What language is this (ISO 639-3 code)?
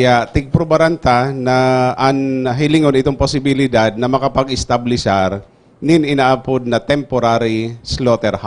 bik